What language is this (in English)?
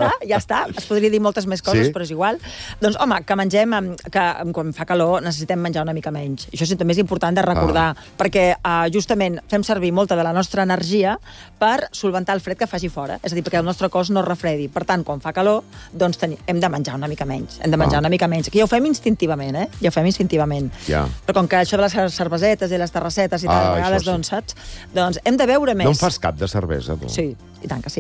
Catalan